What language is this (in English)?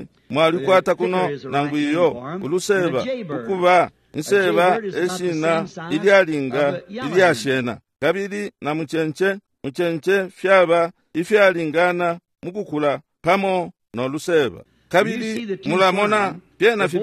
Bemba